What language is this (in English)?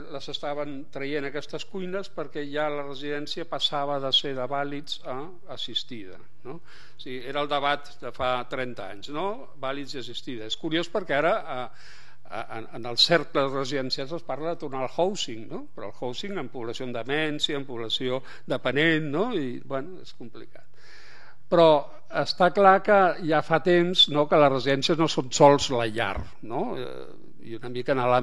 Catalan